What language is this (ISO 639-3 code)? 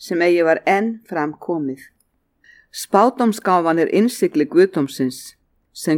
isl